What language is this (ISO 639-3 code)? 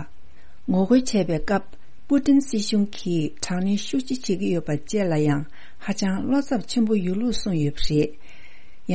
bod